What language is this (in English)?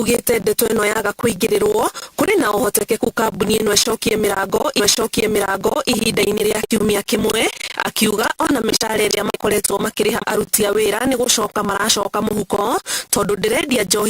Kikuyu